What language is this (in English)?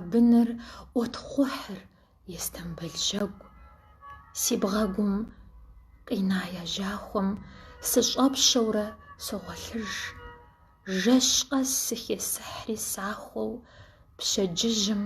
Kabardian